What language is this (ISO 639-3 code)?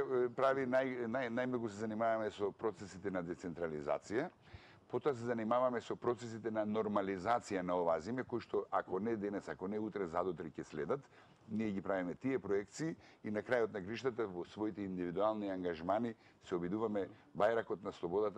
mkd